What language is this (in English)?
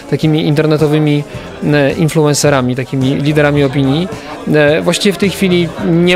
Polish